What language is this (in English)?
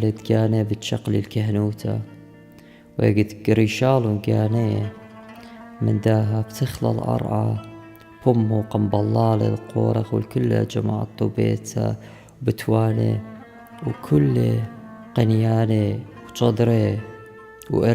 Assyrian Neo-Aramaic